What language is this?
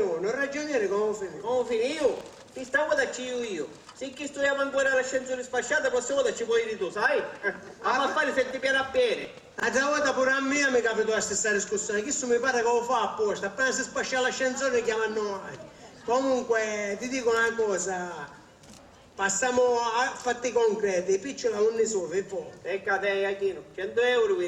Sicilian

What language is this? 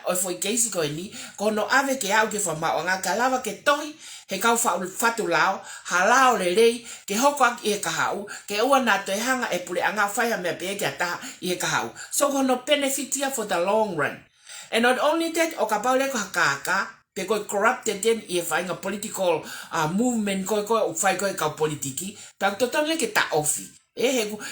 Tongan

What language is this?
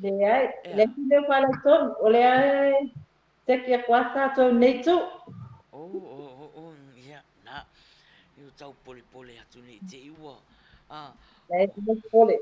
Samoan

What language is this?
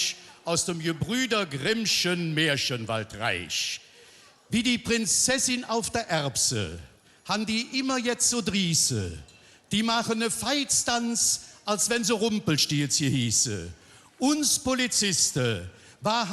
Colognian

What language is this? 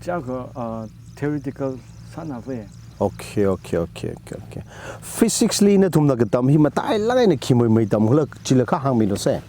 Tangkhul Naga (India)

